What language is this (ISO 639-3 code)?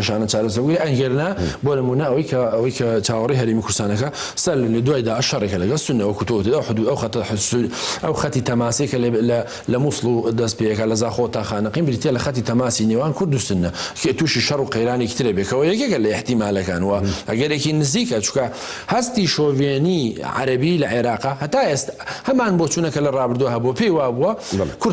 ckb